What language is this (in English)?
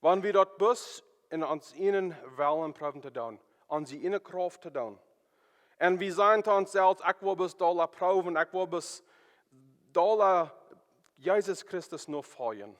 Plautdietsch